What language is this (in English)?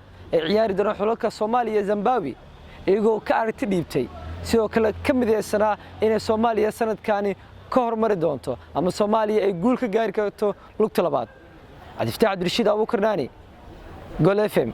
Somali